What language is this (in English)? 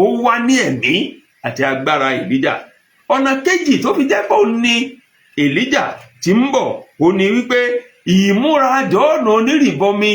Yoruba